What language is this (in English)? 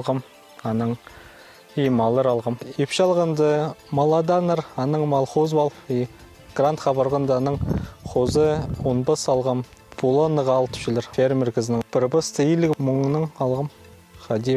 Khakas